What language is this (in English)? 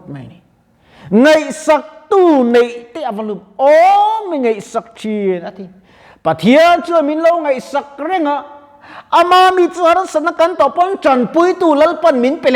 Mizo